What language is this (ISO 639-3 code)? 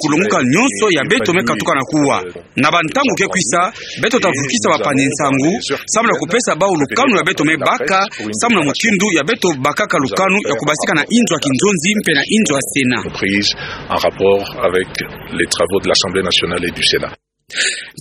ktu